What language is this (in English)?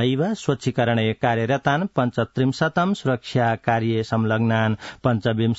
Sanskrit